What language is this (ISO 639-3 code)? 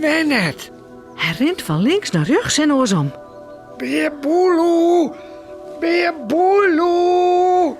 fry